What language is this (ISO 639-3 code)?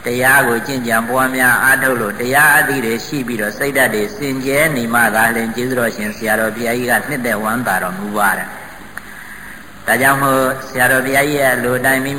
mya